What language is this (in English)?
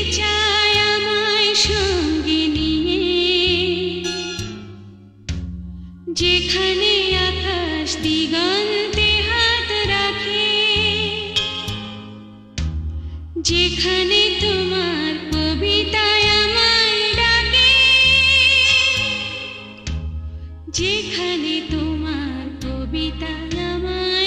Bangla